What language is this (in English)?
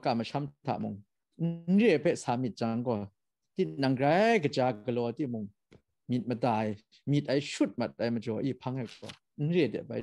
Kachin